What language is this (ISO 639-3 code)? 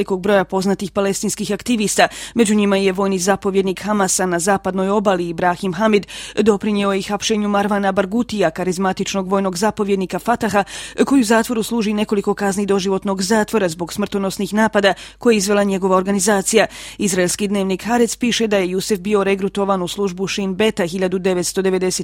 hrv